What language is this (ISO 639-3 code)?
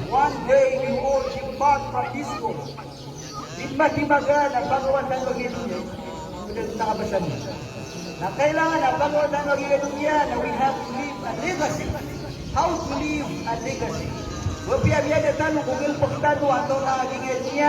mrw